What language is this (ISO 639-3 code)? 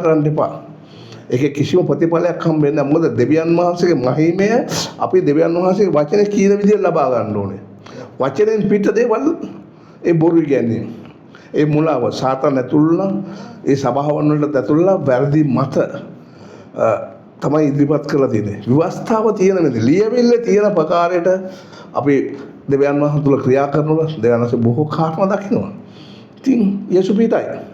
sin